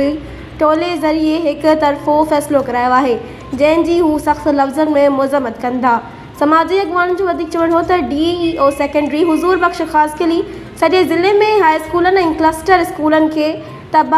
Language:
Sindhi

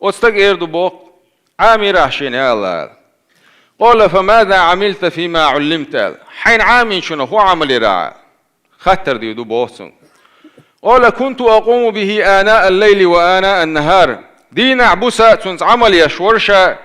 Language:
Chechen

